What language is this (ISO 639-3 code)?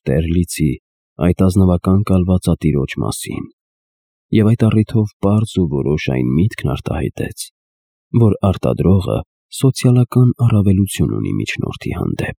hye